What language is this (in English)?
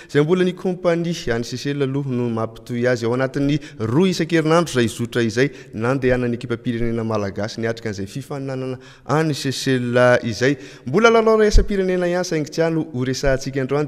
Malagasy